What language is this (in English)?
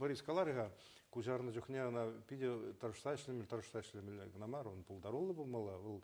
Chuvash